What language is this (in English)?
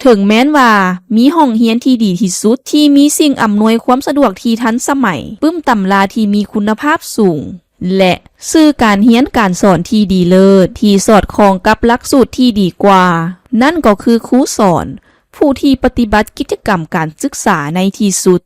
Lao